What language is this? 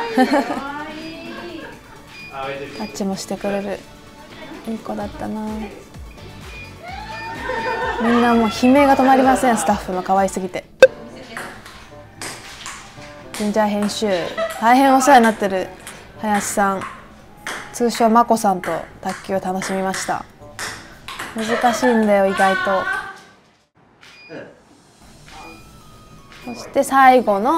Japanese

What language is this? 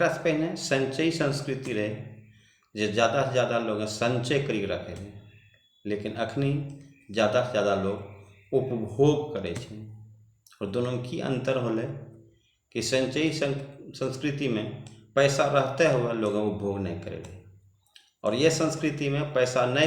Angika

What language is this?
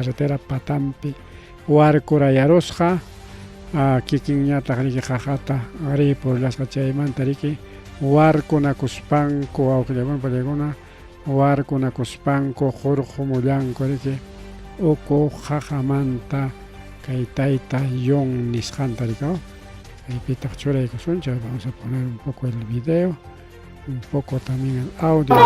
Ayacucho Quechua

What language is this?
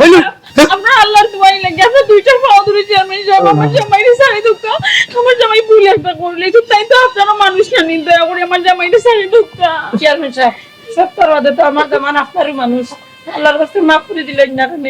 Sylheti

